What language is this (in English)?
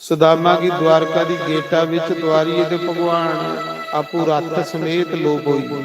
Dogri